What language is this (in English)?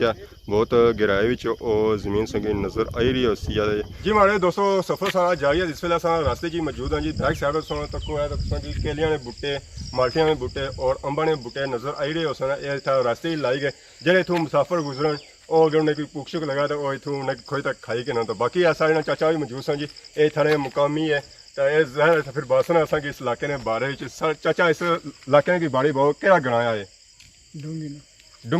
Pahari-Potwari